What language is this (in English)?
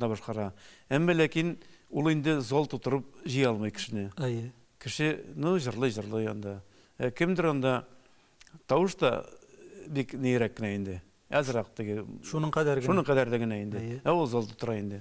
Tatar